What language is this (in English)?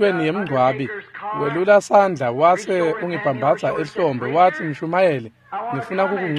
Swati